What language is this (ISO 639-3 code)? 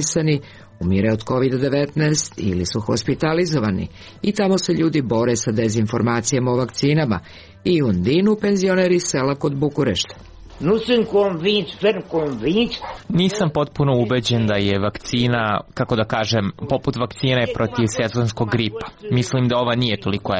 srp